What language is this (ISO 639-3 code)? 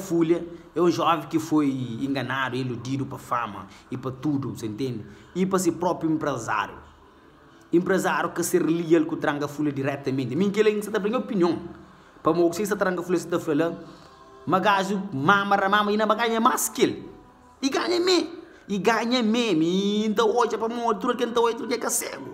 kea